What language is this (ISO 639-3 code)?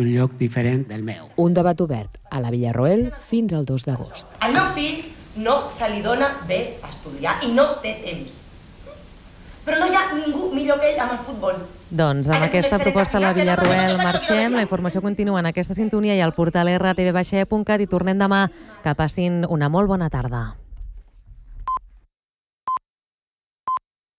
cat